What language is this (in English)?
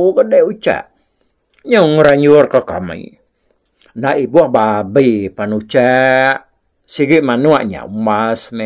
Iban